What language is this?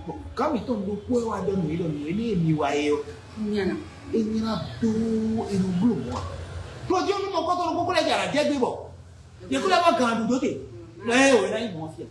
Fon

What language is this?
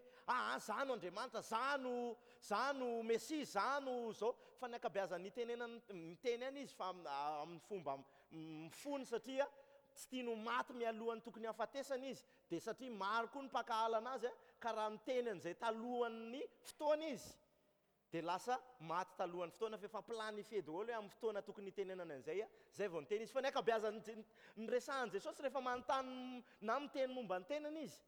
Malagasy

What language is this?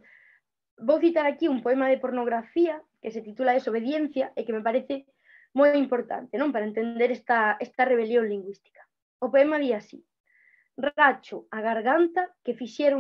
Galician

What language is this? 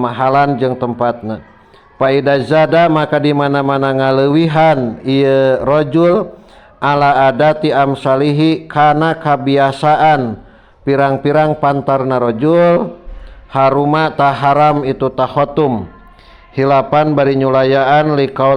Sundanese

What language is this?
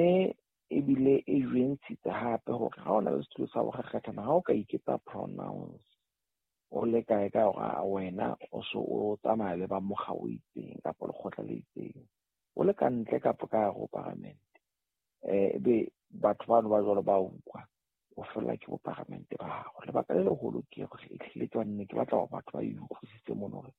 Southern Sotho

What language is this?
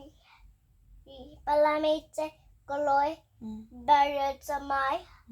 Tswana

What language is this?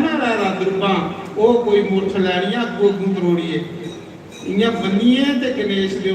Dogri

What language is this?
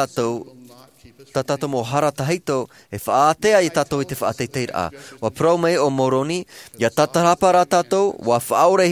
Tahitian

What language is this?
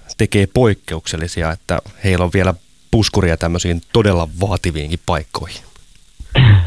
Finnish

